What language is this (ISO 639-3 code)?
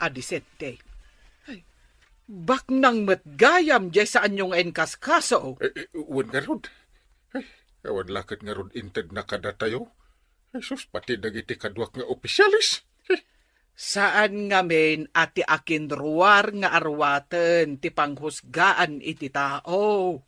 ilo